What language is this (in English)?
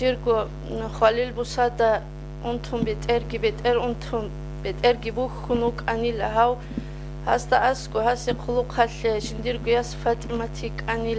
Avaric